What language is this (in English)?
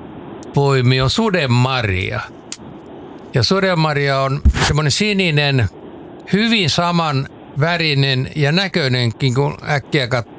Finnish